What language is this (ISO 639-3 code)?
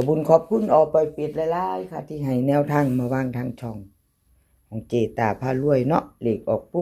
tts